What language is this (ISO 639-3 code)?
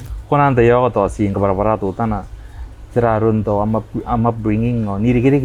gil